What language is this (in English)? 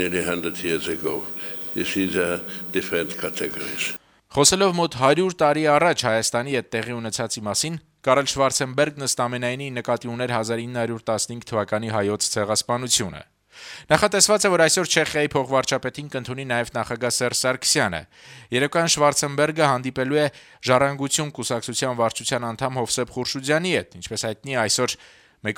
Armenian